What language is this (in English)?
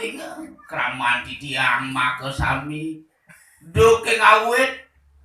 Balinese